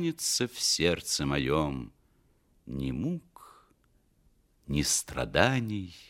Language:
Russian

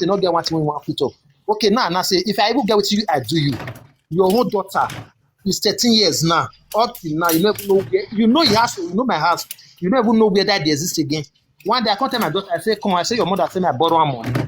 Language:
Nigerian Pidgin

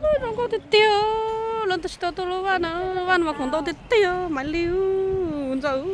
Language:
Hmong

